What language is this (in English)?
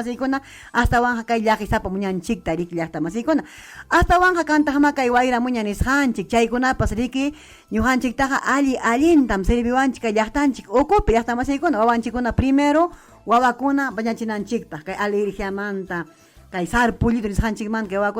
Ayacucho Quechua